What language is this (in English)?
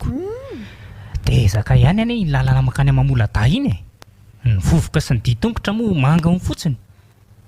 Malagasy